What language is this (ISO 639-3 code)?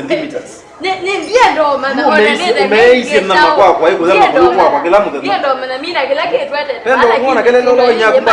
kam